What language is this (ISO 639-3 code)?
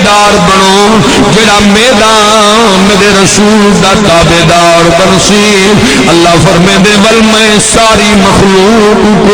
skr